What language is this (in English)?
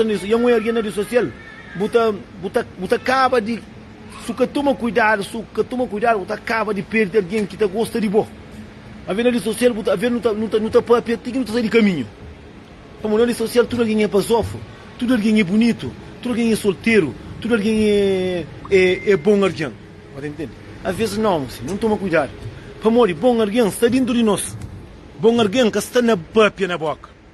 Kabuverdianu